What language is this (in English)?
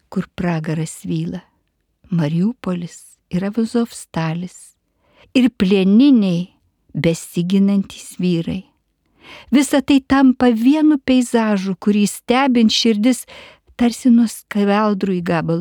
Lithuanian